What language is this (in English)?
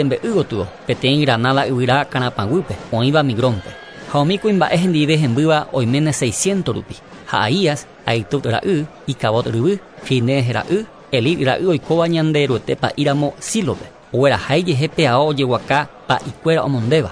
Guarani